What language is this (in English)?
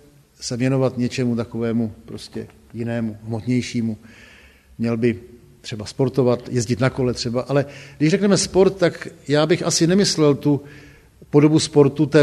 Czech